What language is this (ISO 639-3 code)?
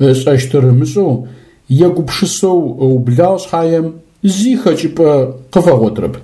ady